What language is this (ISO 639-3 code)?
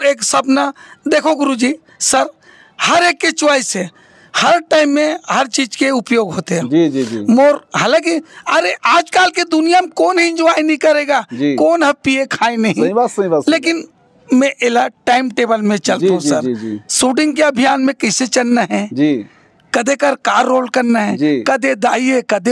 hne